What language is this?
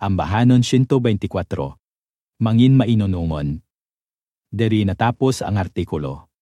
Hiligaynon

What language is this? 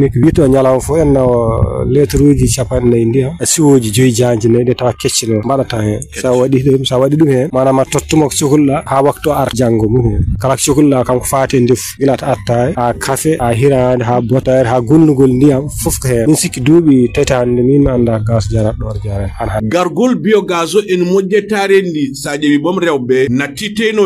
Fula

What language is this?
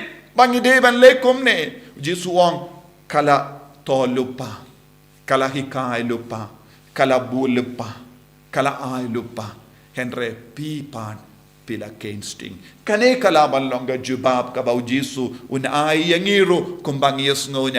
Khasi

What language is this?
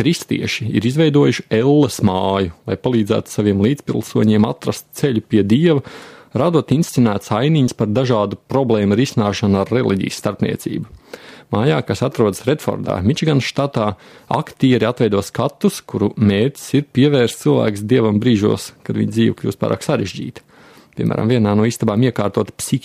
Latvian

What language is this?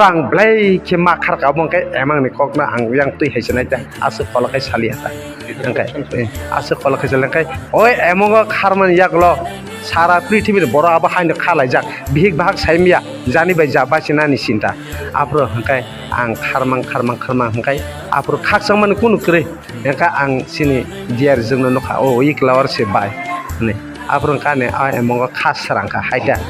Kok Borok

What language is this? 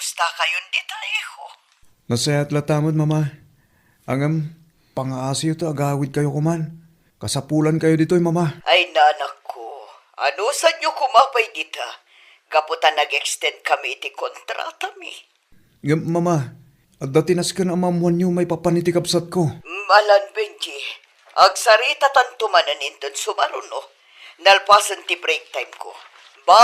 Iloko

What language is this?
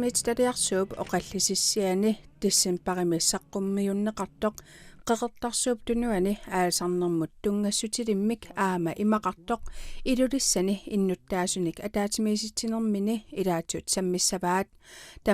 Kalaallisut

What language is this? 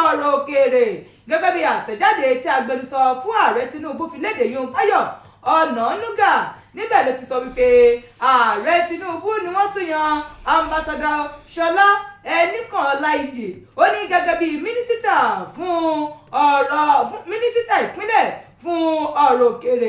Yoruba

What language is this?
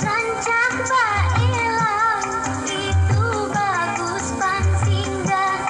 Banjar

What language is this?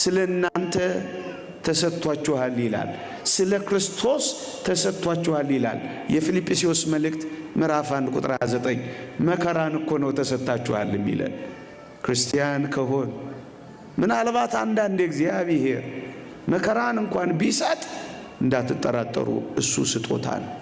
Amharic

